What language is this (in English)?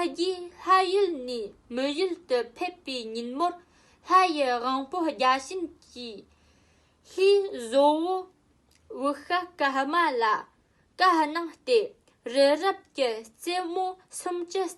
Tibetan